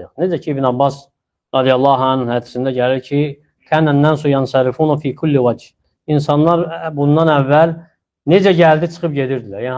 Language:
Azerbaijani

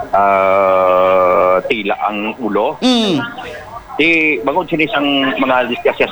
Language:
Hiligaynon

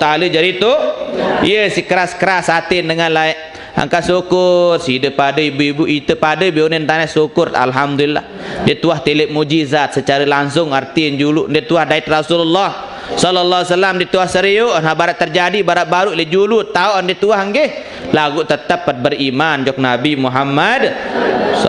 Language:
Sasak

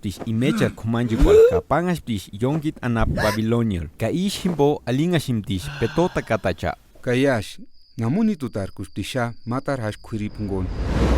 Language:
Purepecha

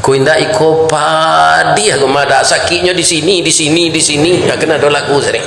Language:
Minangkabau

